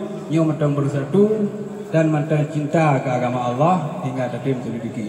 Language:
Achinese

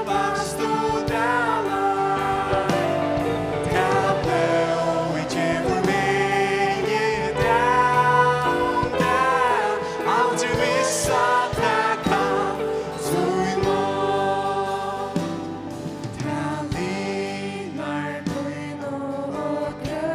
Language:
Faroese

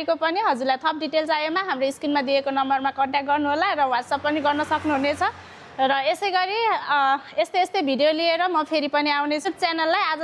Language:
Nepali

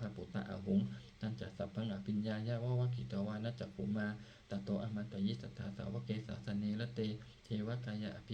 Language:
Pali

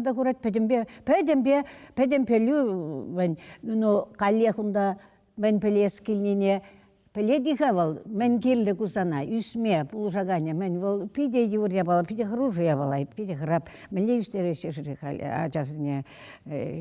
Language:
Chuvash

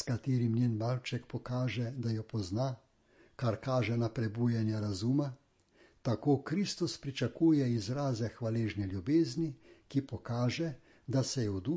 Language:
Slovenian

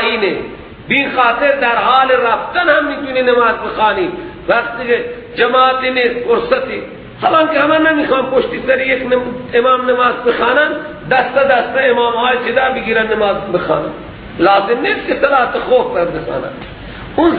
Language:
Persian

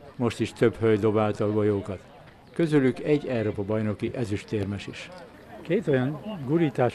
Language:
Hungarian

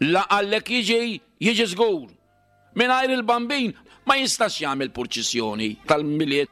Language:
Maltese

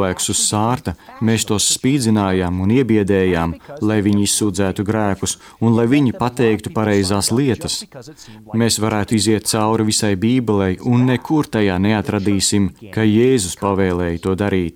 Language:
Latvian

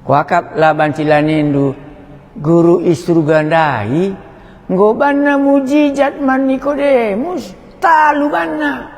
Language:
Batak Karo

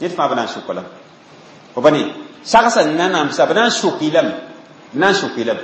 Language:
Mossi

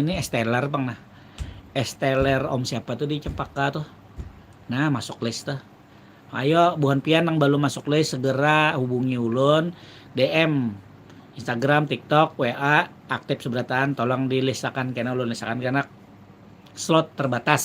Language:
Banjar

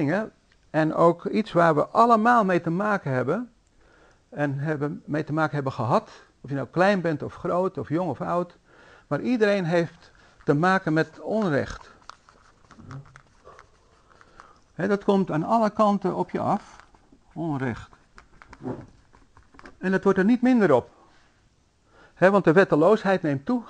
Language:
Dutch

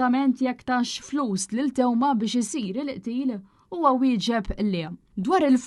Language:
Maltese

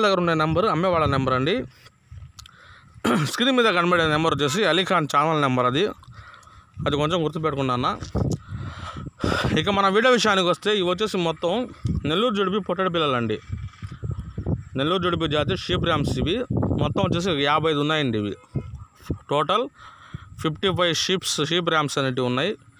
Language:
Telugu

